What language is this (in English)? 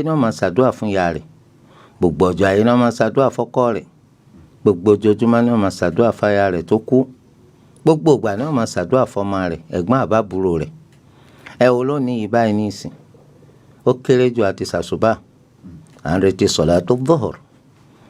Yoruba